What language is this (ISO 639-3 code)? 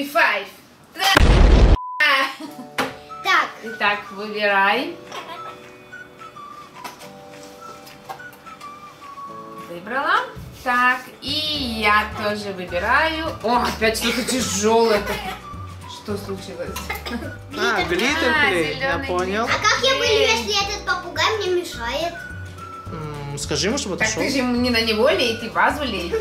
rus